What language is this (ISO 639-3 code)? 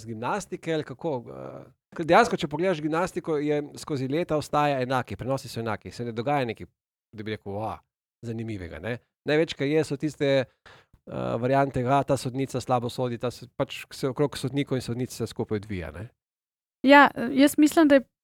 slv